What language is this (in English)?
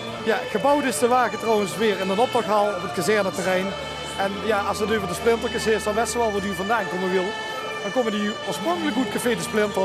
Limburgish